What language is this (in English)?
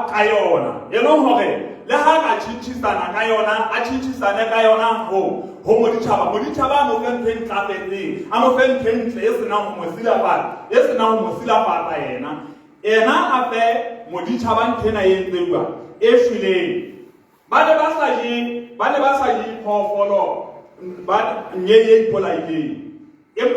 Southern Sotho